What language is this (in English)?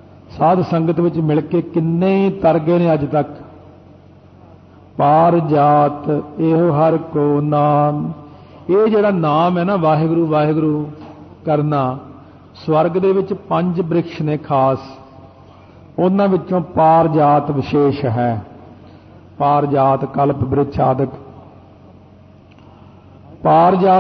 Punjabi